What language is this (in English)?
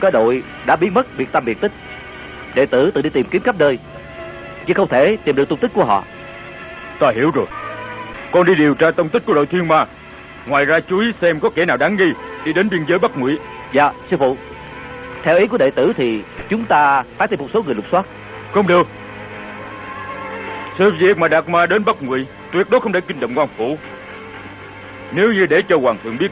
Vietnamese